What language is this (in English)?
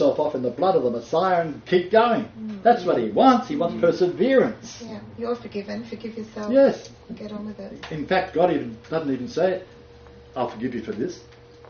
English